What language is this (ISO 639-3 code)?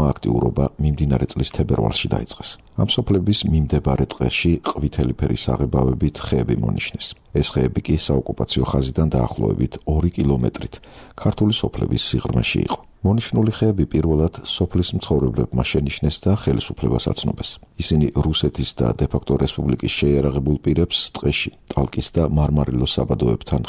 kat